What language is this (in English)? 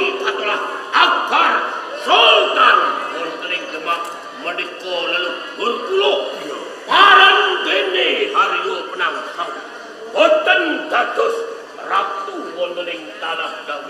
Javanese